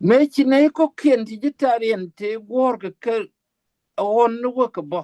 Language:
Nuer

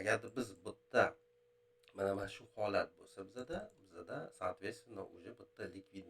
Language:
Uzbek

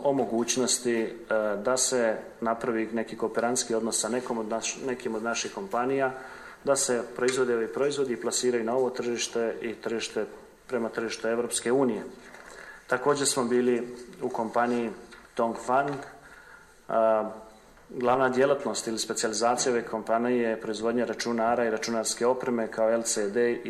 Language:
Bosnian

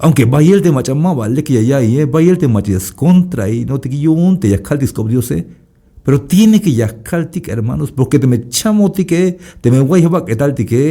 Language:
Tzeltal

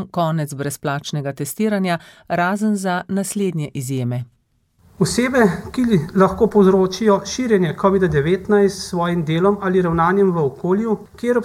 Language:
Slovenian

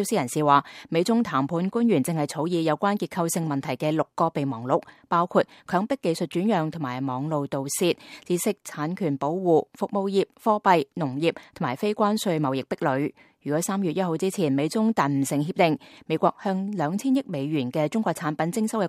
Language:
Cantonese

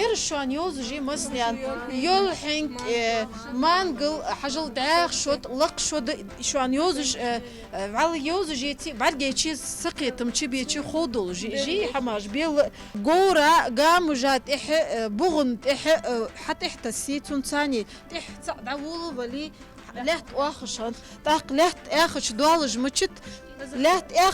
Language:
Ingush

